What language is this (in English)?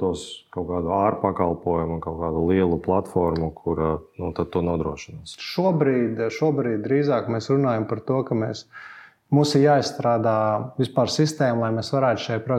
Latvian